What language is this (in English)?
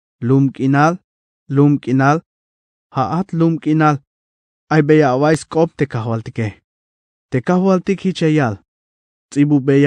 Tzeltal